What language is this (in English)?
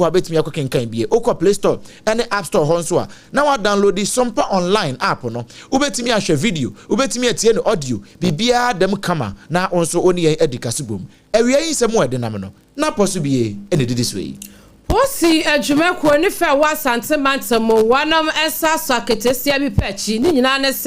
Akan